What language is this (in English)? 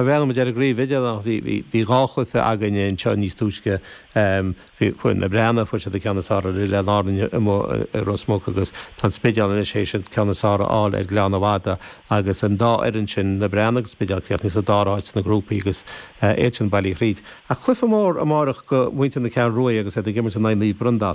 Irish